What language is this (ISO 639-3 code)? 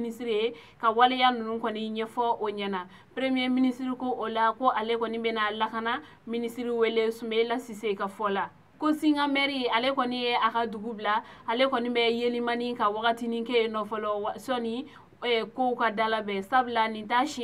bam